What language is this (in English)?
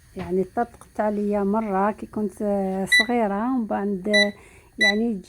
Algerian Arabic